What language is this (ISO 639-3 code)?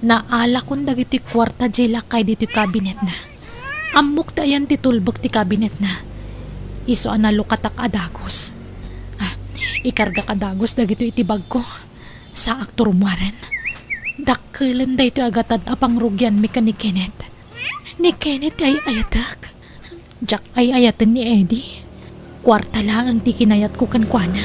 ilo